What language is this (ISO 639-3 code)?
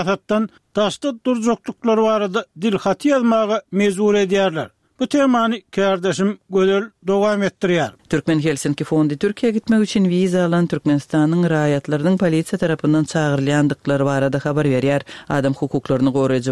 tuk